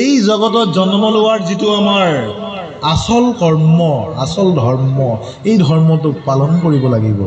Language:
Assamese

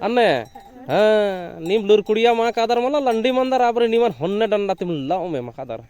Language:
Kurukh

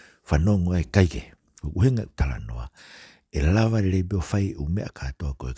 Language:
Tongan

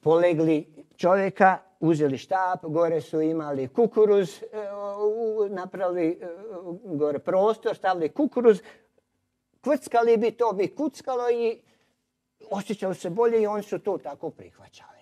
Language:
Croatian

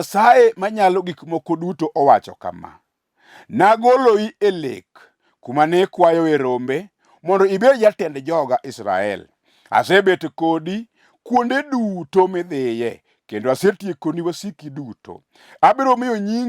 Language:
Luo (Kenya and Tanzania)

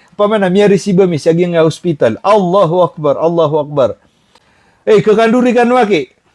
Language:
Maranao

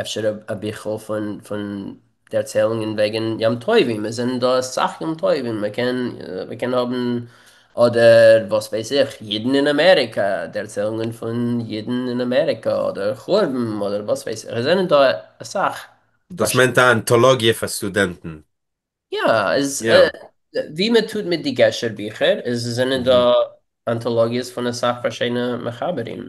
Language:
Yiddish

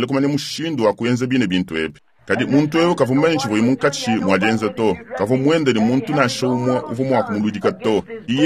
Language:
Luba-Lulua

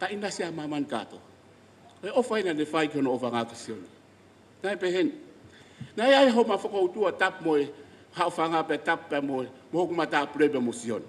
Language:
Tongan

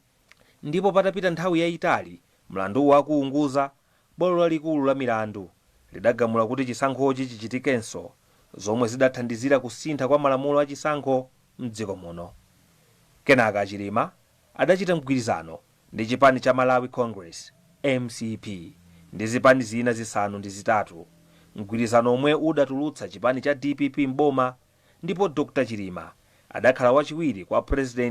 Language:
Nyanja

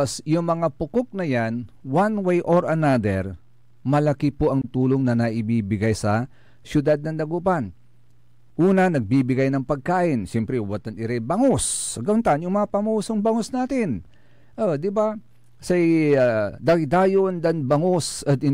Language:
Pangasinan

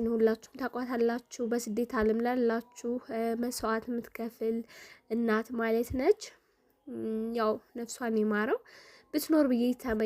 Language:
Amharic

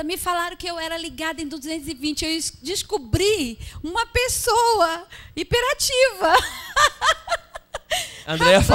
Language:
Portuguese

